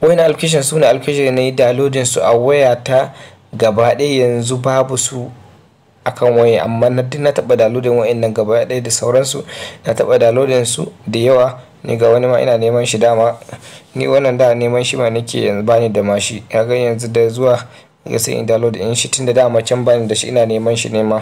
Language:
Hausa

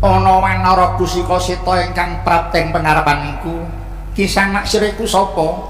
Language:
Javanese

